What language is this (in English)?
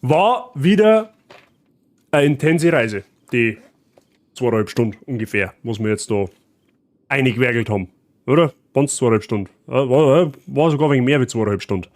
Bavarian